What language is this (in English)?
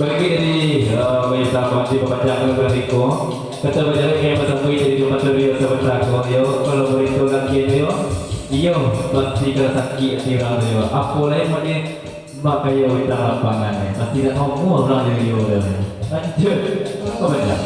Minangkabau